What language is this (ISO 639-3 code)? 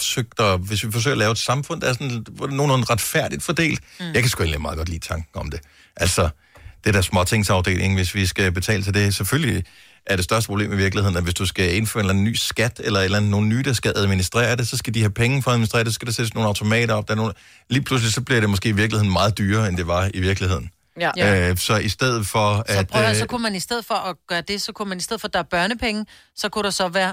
dan